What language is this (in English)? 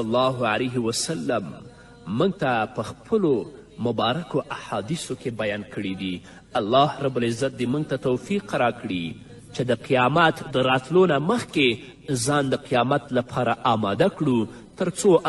Pashto